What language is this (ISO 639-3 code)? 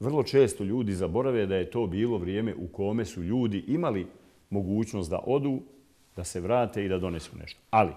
bos